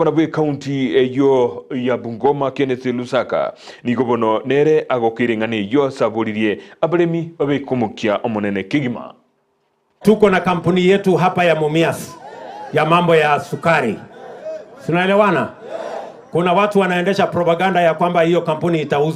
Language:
Gusii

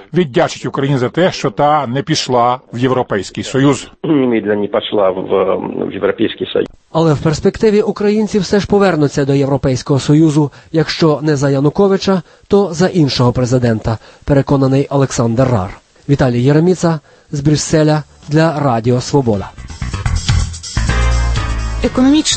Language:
Ukrainian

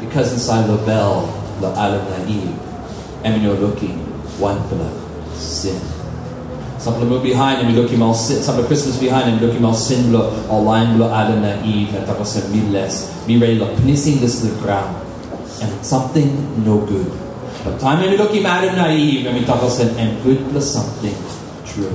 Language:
Tok Pisin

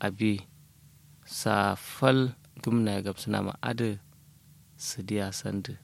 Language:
Kanuri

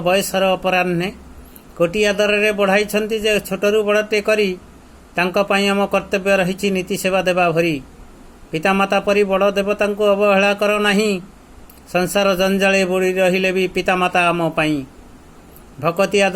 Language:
Odia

